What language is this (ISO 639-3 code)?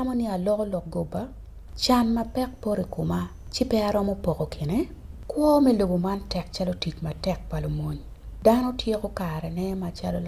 ach